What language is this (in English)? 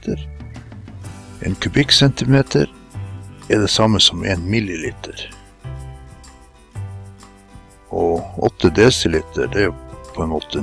Norwegian